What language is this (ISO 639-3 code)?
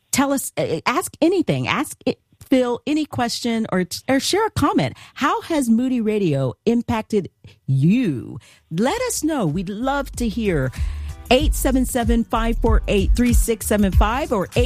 eng